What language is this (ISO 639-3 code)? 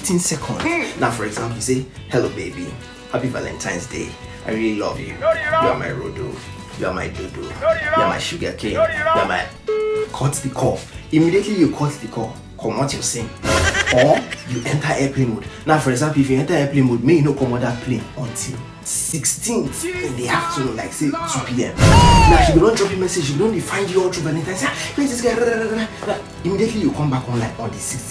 pcm